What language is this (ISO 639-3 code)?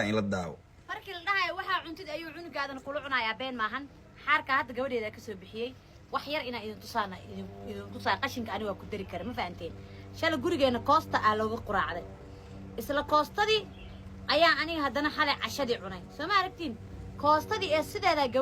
som